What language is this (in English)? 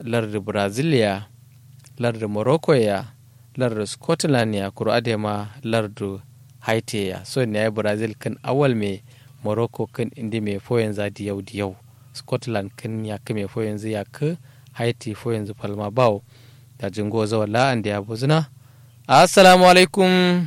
Kanuri